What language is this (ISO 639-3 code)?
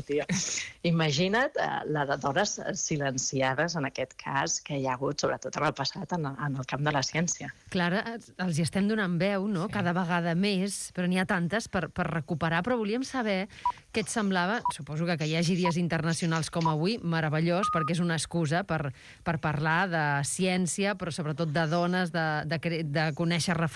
cat